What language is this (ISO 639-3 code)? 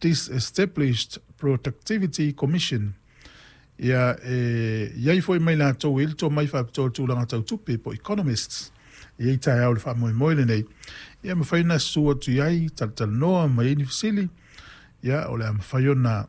smo